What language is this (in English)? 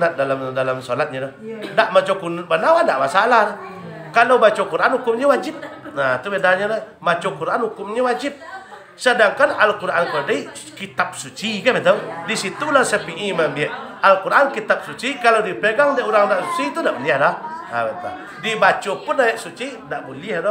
Minangkabau